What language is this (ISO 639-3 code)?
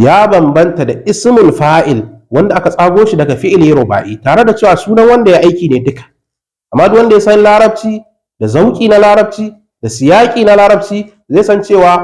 hau